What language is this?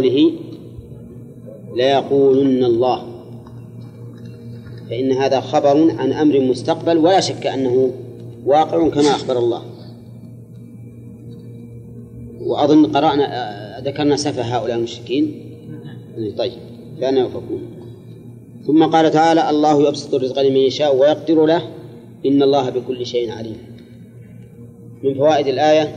Arabic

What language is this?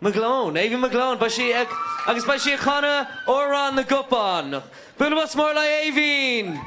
Irish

